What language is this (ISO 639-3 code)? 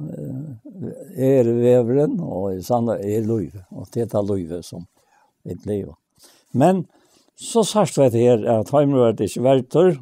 fao